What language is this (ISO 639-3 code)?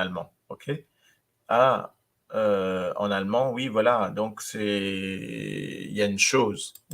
mfe